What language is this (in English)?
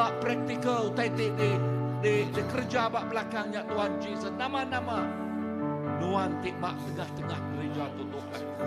Iban